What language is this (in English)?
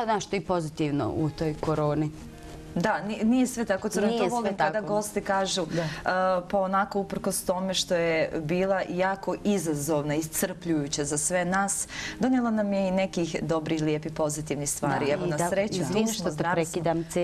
Bosnian